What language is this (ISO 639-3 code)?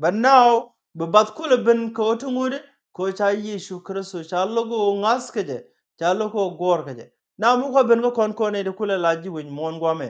nus